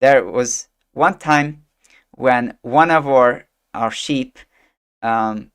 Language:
English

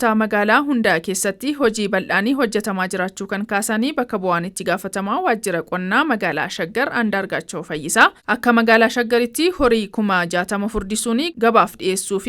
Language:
Oromo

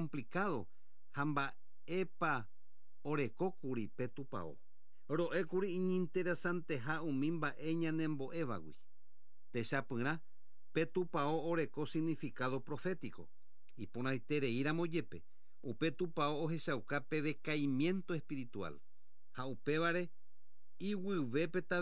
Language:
Guarani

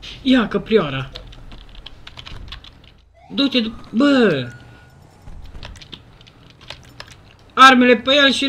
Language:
Romanian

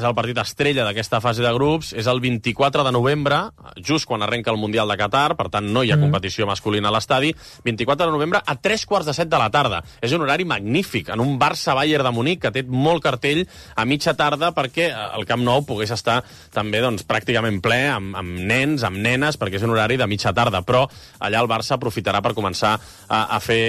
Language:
Catalan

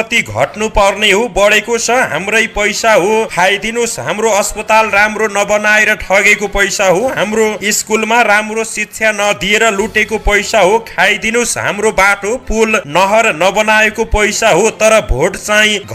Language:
Nepali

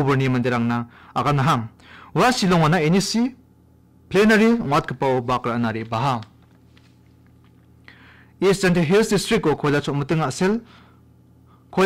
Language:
Garo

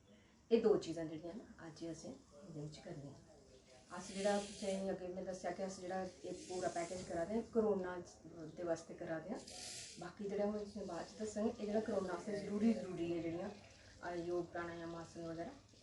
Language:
Dogri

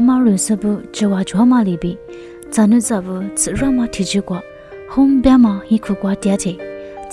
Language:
Lisu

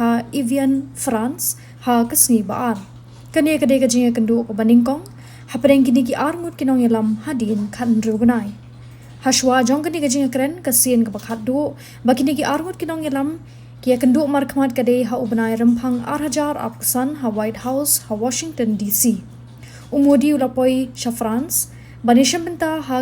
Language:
Khasi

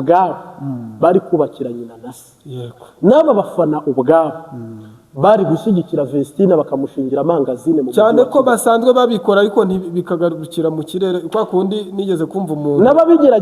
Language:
Kinyarwanda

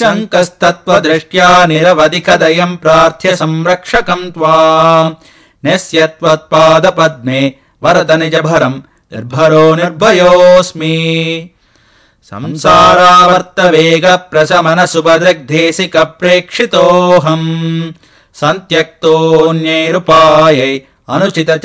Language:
Sanskrit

